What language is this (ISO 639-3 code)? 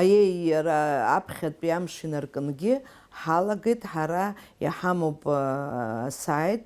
abk